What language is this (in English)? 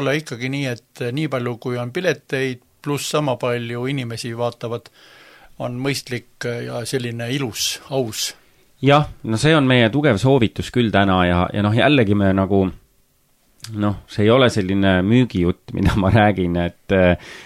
Estonian